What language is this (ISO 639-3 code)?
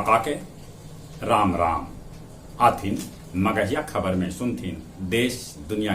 mag